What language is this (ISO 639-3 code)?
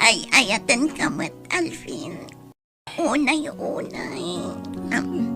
ilo